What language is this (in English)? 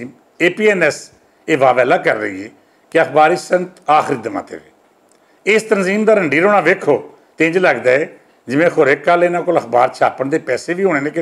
Western Panjabi